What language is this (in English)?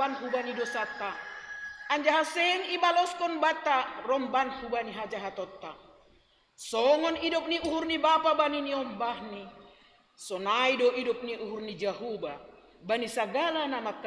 Batak Simalungun